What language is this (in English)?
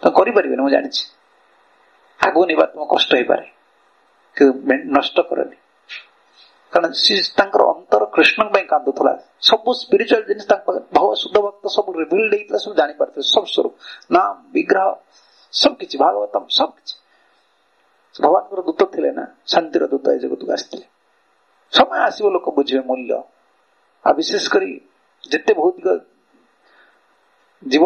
Odia